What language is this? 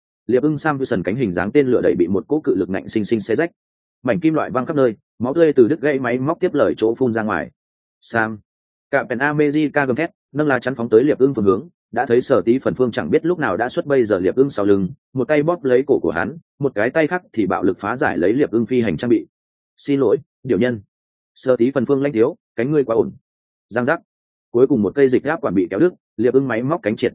Vietnamese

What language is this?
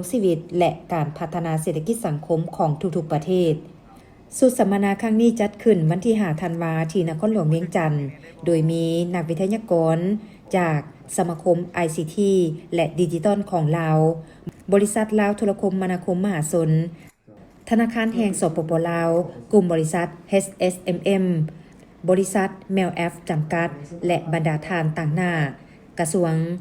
Lao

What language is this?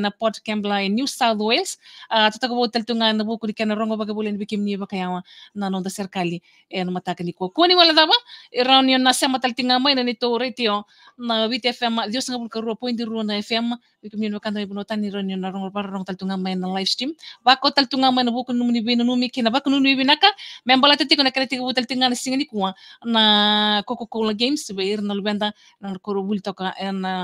Fijian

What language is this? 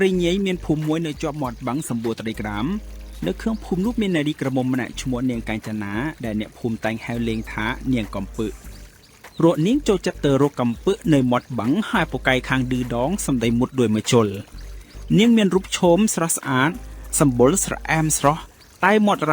Khmer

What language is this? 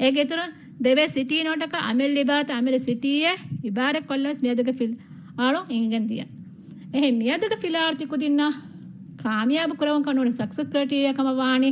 Divehi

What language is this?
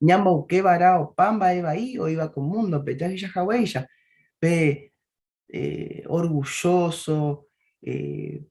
Guarani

